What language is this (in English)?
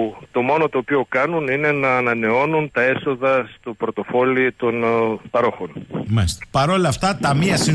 Greek